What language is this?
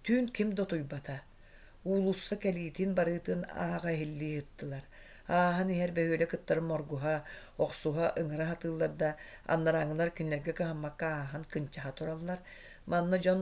Yakut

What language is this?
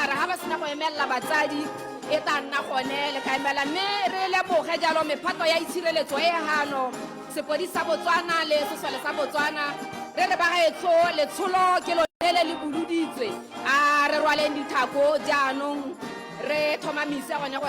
Tswana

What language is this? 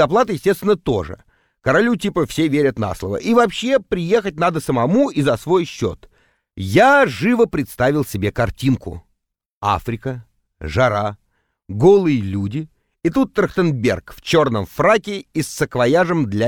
Russian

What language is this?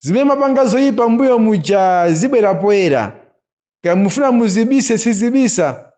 Nyanja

